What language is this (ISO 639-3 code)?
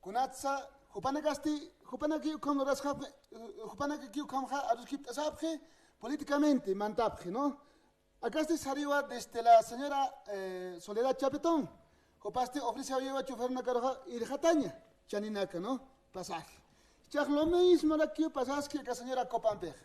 aym